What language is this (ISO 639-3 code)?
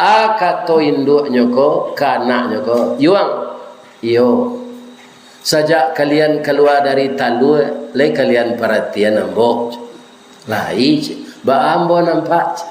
min